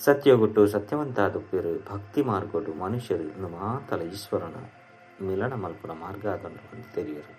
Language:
Tulu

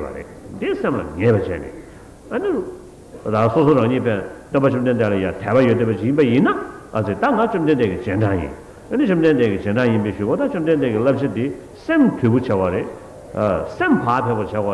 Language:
Tibetan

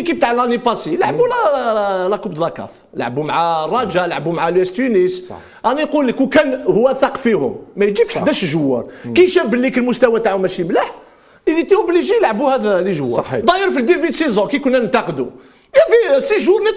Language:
Algerian Arabic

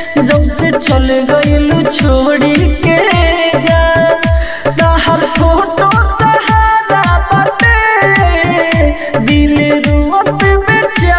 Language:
Bhojpuri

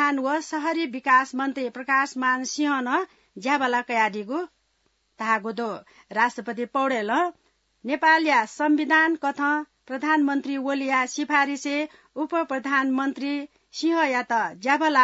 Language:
Newari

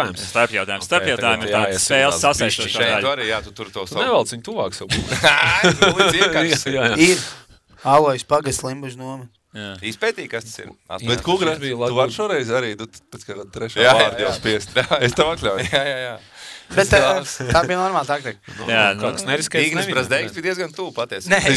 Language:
Latvian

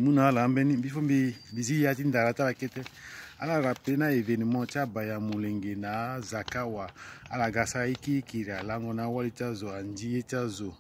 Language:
Sango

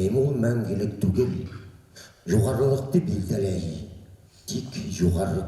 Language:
Bashkir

